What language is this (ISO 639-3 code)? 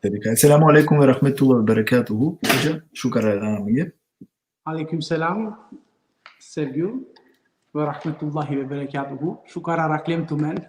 rmn